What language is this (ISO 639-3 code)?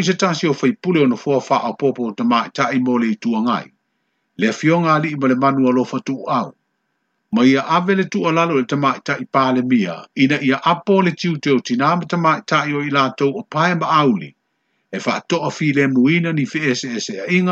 smo